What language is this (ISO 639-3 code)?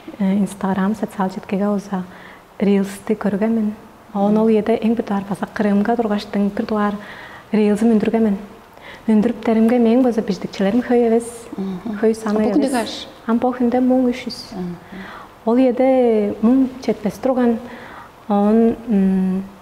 tyv